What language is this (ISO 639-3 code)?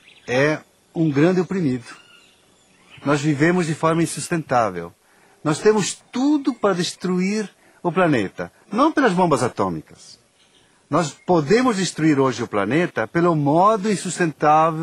por